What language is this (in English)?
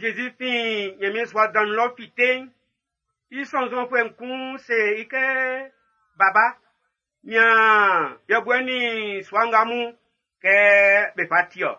Baoulé